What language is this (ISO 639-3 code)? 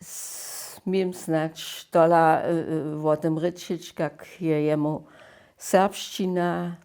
hsb